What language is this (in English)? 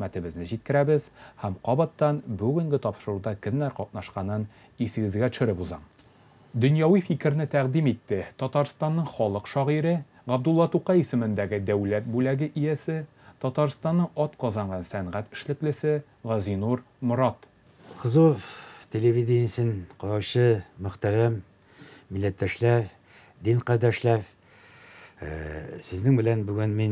Tatar